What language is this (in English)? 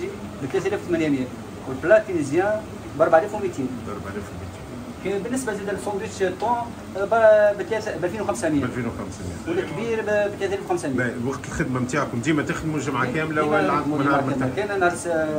Tunisian Arabic